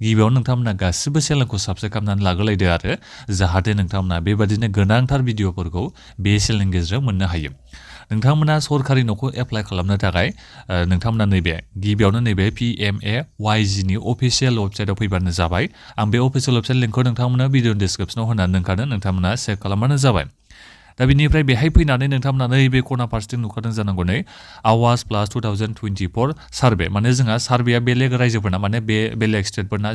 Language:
Bodo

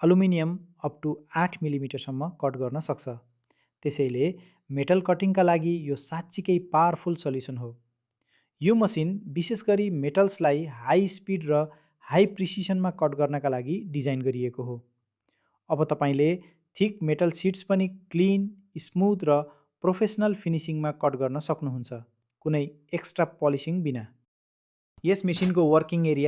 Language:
Nepali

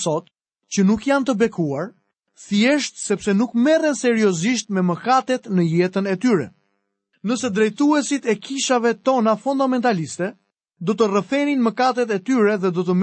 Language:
Albanian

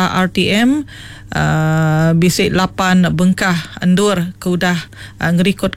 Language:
Iban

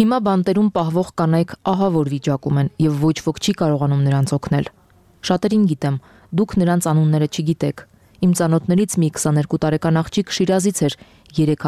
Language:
Armenian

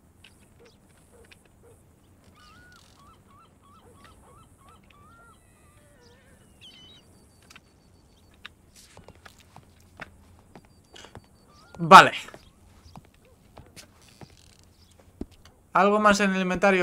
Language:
Spanish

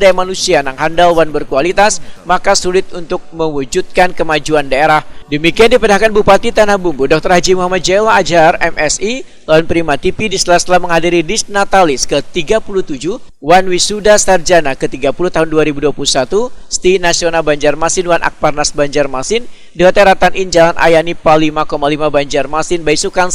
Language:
Banjar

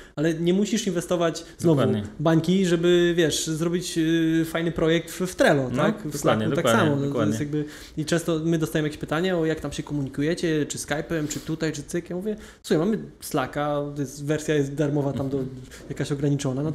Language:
Polish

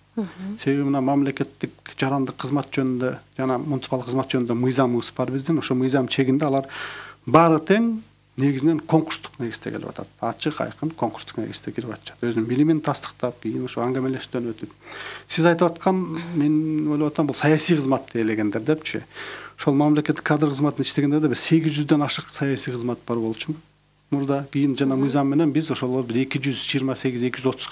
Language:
Kyrgyz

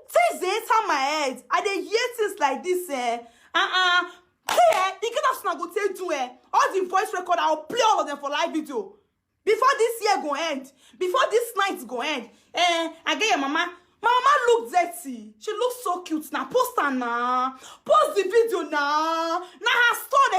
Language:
Nigerian Pidgin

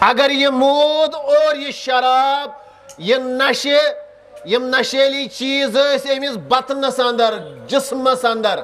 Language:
Kashmiri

